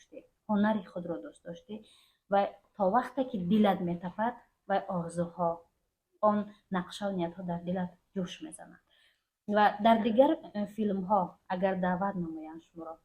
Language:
Tajik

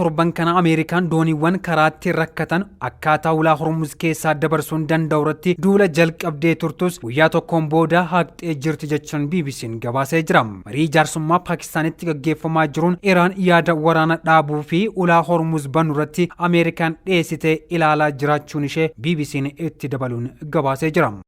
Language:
Oromo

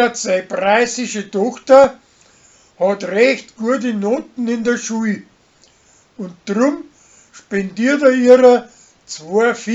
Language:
Bavarian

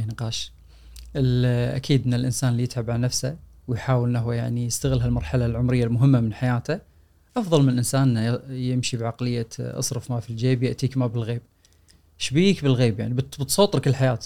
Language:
Gulf Arabic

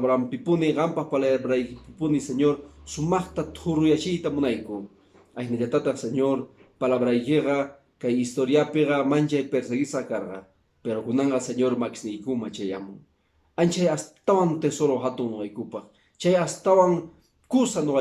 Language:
Quechua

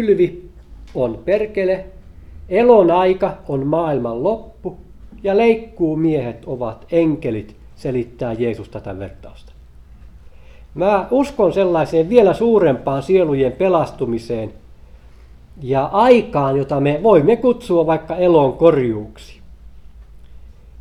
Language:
Finnish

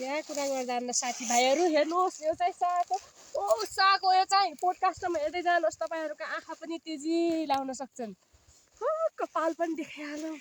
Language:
Nepali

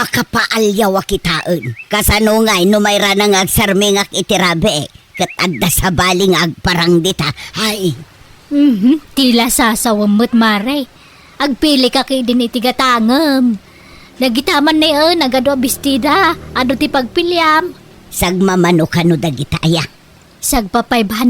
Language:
Iloko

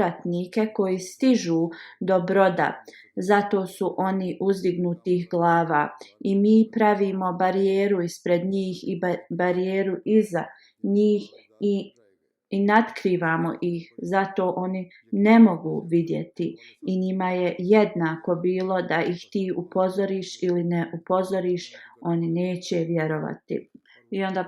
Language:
Bosnian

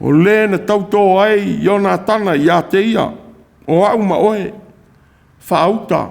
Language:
Samoan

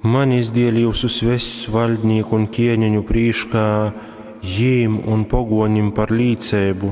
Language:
Latgalian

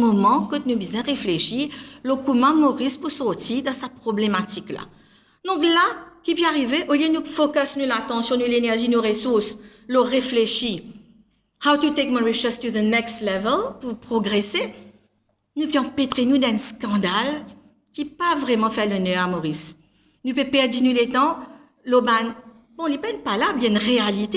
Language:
Morisyen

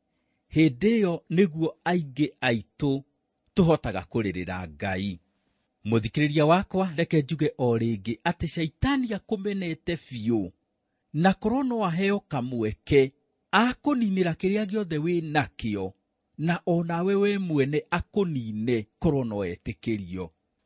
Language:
Kikuyu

